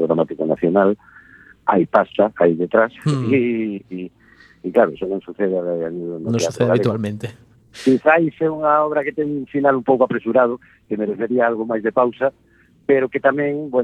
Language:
Galician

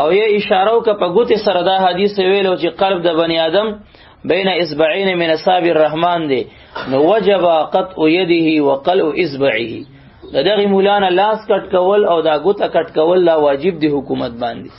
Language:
Pashto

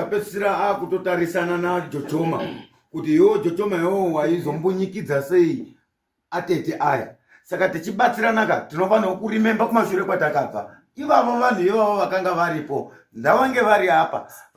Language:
Shona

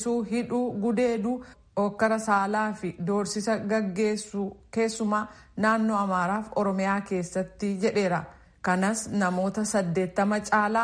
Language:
Oromo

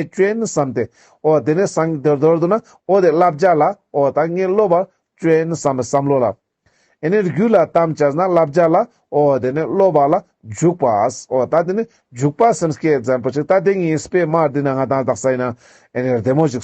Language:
Ladakhi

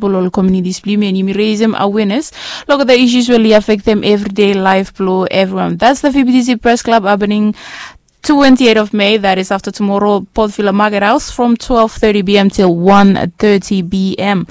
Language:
Bislama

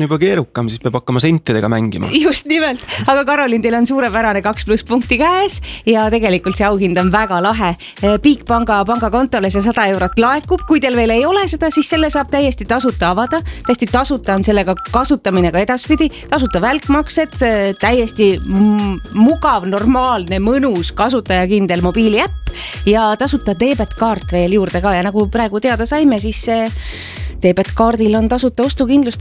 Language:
Estonian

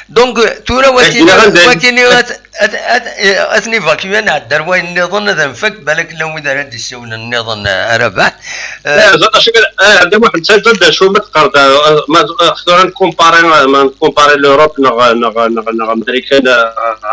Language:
Kabyle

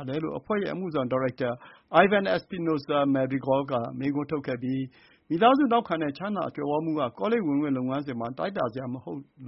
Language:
Burmese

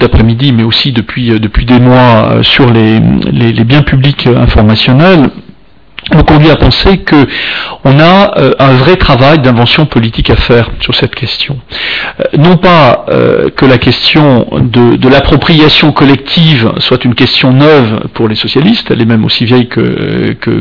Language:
French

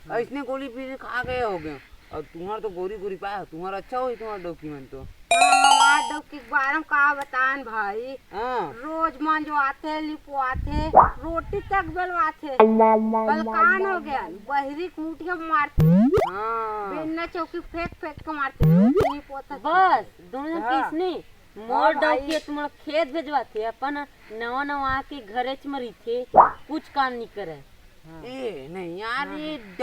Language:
Chhattisgarhi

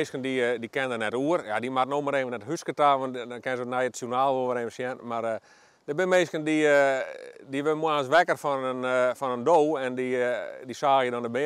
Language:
Western Frisian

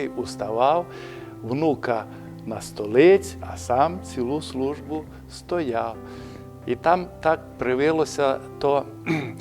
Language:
Rusyn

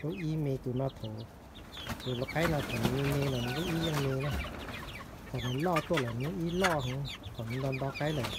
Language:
Hmong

